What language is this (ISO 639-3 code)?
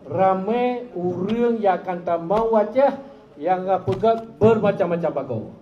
ace